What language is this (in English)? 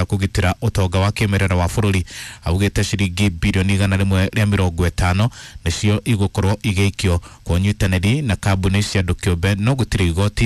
Kikuyu